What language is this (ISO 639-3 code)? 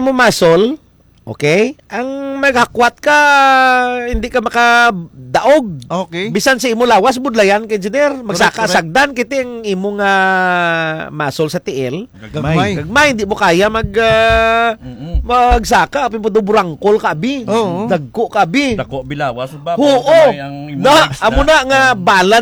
hil